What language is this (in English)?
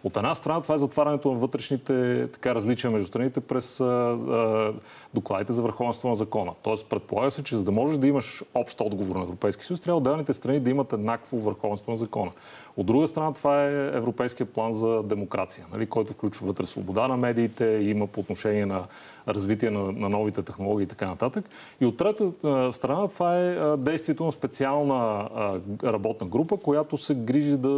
Bulgarian